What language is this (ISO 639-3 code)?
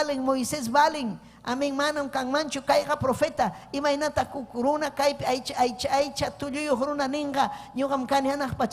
quy